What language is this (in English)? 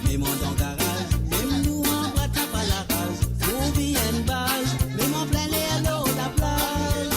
Morisyen